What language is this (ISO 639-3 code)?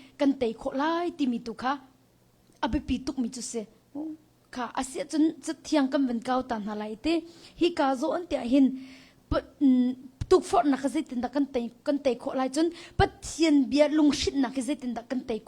cnh